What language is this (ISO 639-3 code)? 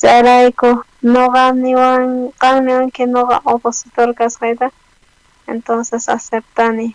quh